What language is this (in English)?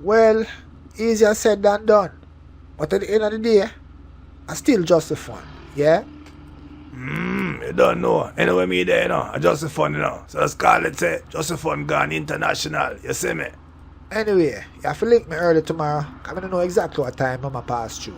Jamaican Creole English